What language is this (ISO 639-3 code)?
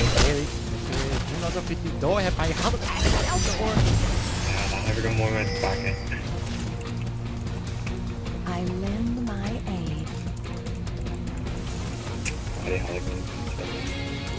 nld